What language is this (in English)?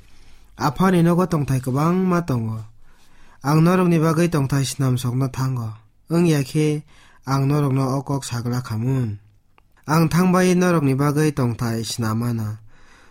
Kok Borok